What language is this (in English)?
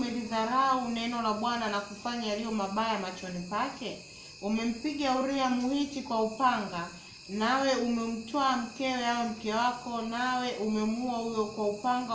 Swahili